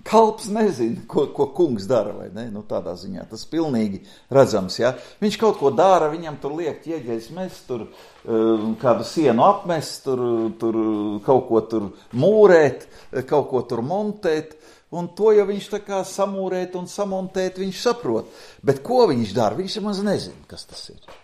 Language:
Latvian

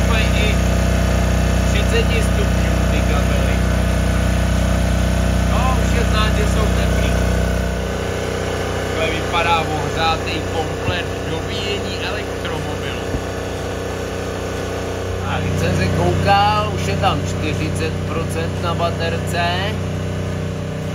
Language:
Czech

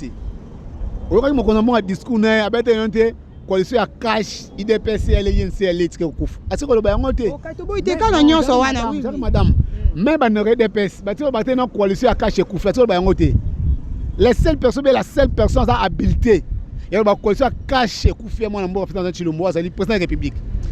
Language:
Lingala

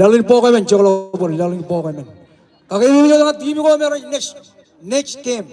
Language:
Marshallese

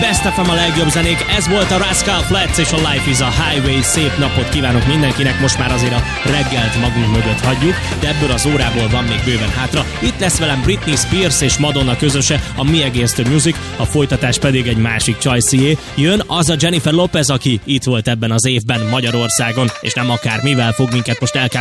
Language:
Hungarian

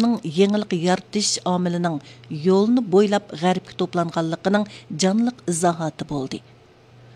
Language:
Uyghur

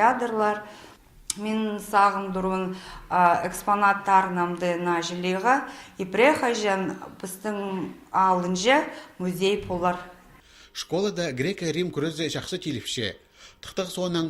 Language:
Khakas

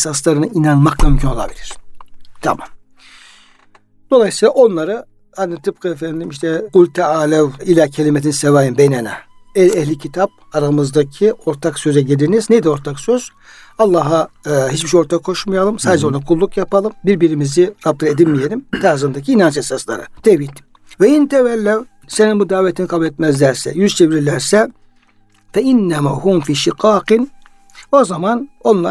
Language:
Turkish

